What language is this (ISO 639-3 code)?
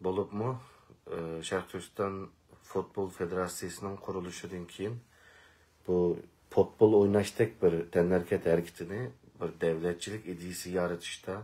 uig